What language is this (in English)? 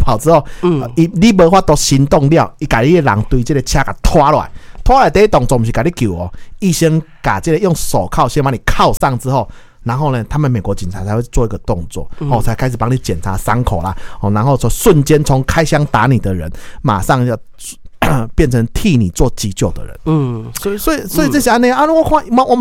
Min Nan Chinese